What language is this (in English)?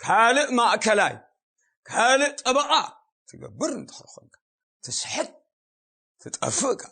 Tigrinya